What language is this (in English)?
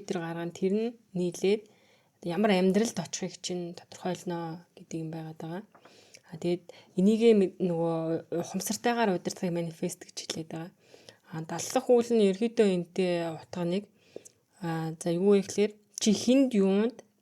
Mongolian